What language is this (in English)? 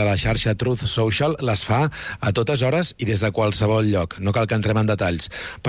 Catalan